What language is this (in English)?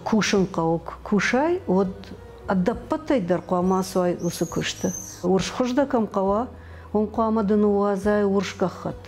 Ossetic